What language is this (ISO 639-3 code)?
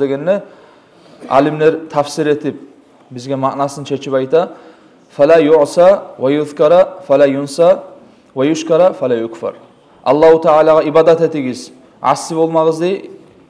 kum